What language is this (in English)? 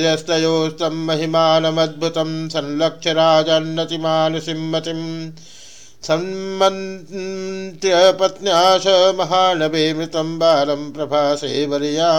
Sanskrit